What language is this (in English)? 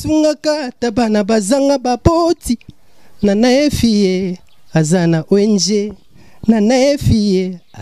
Lingala